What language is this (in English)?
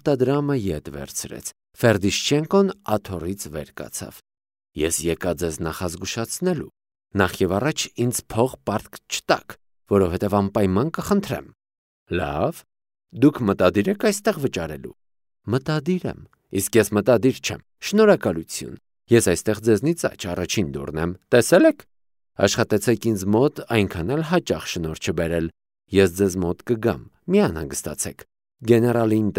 Armenian